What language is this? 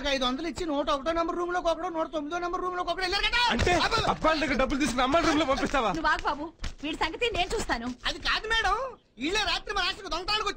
Telugu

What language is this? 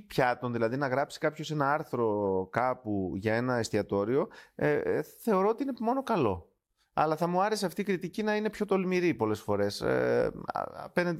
Greek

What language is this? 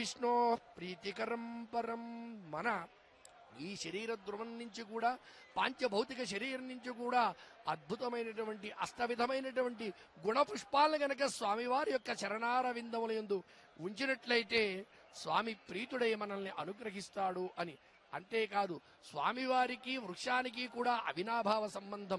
Telugu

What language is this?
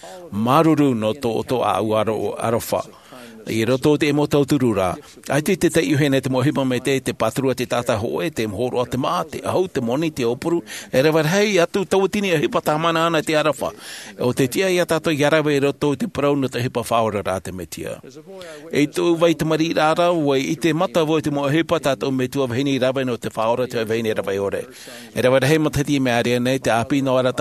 Tahitian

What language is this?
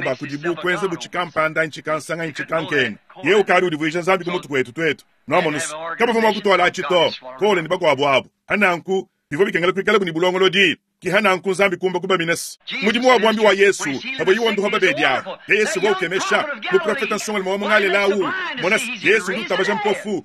Luba-Lulua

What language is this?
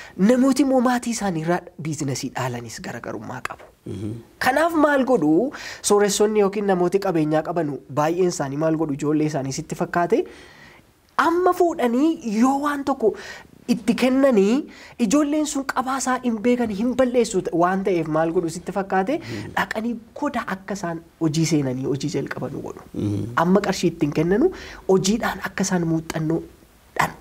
Oromo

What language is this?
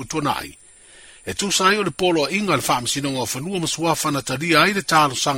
Samoan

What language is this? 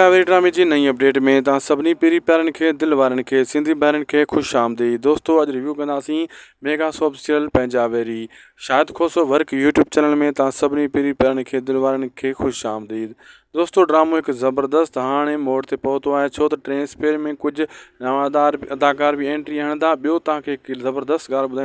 Sindhi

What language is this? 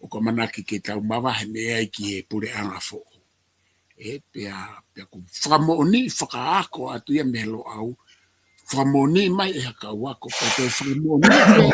Tongan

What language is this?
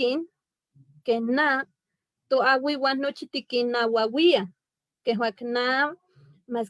Eastern Huasteca Nahuatl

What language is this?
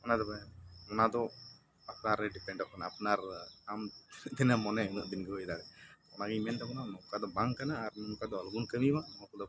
Santali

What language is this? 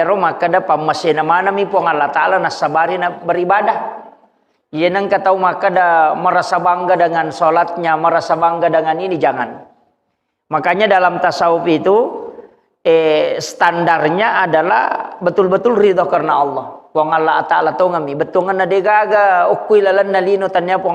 Buginese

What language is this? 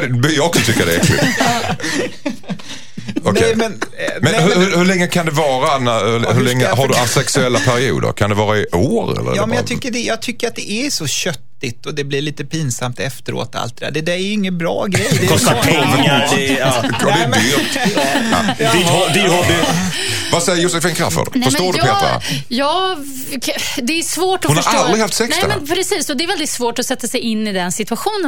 Swedish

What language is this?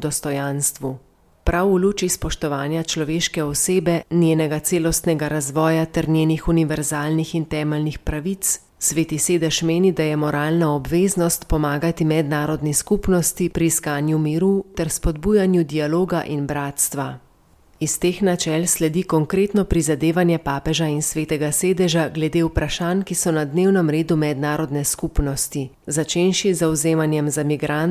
Slovenian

